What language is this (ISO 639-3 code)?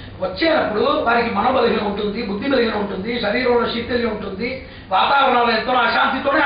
tel